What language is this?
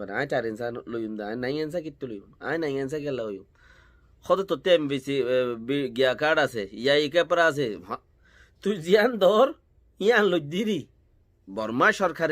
Rohingya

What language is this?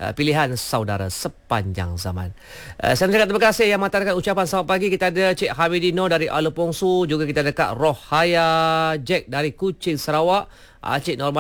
Malay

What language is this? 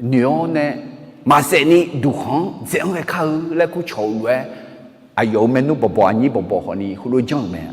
Akha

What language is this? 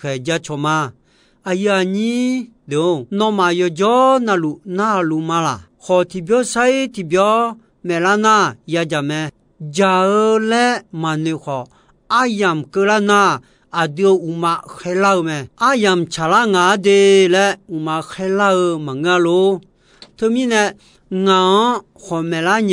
Akha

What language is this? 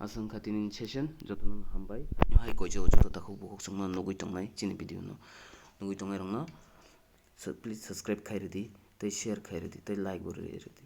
Kok Borok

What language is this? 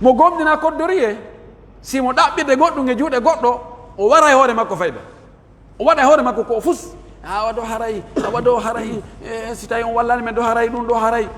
Pular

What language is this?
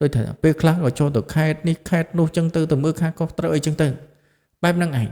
Khmer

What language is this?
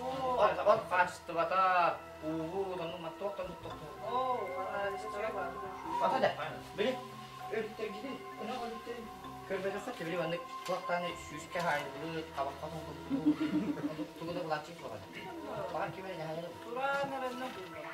Yakut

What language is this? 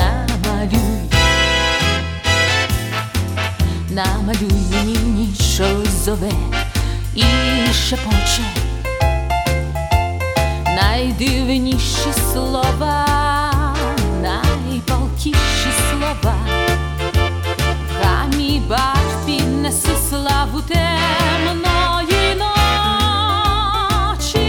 Ukrainian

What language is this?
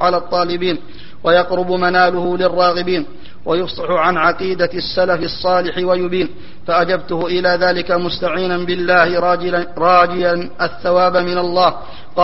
Arabic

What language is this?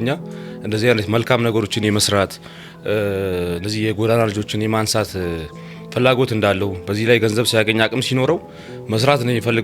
Amharic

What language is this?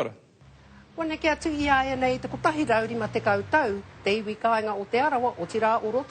Māori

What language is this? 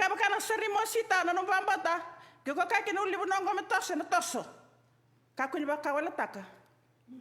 Fijian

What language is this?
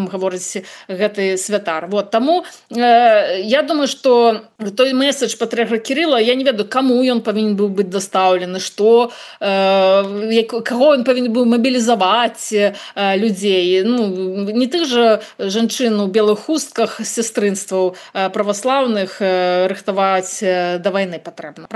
Belarusian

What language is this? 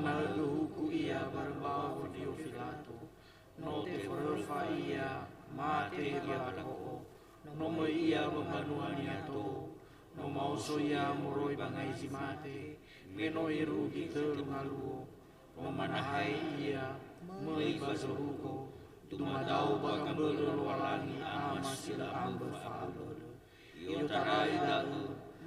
Nias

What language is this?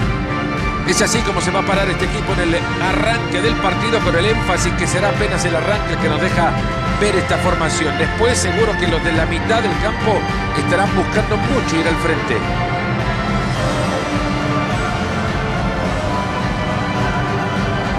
Spanish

